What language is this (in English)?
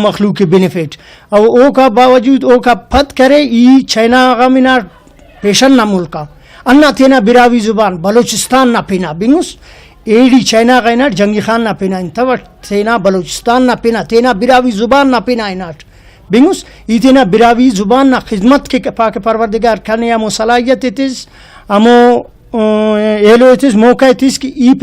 Brahui